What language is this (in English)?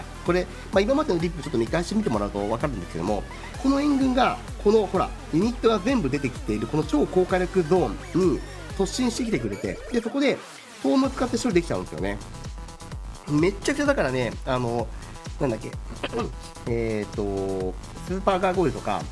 Japanese